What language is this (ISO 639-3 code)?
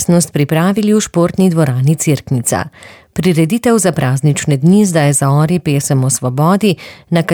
slv